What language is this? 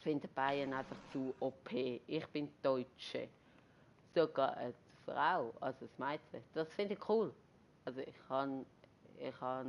Swiss German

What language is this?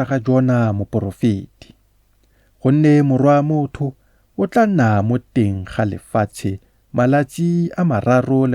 Tswana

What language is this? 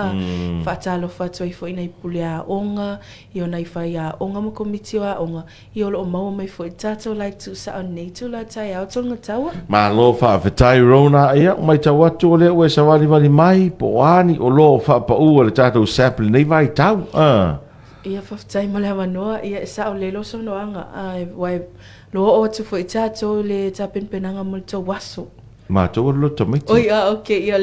Samoan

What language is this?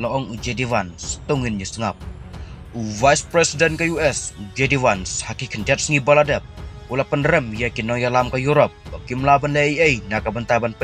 Khasi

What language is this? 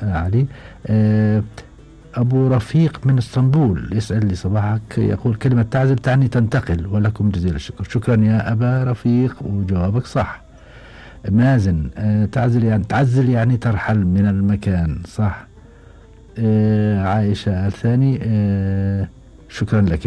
Gulf Arabic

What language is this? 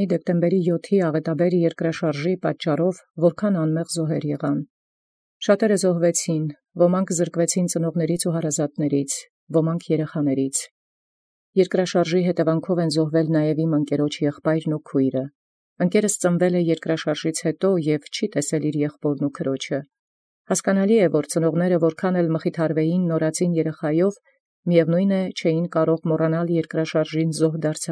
Armenian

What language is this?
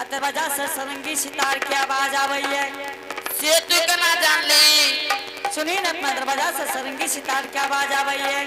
Angika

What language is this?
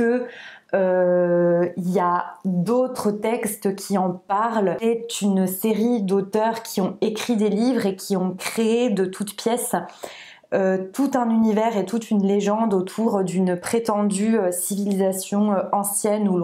French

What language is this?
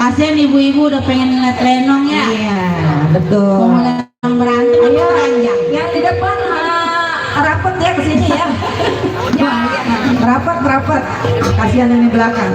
Betawi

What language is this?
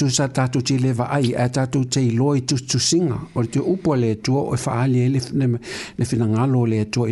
Samoan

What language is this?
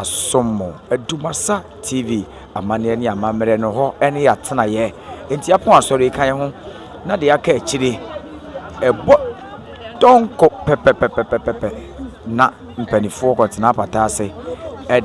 Akan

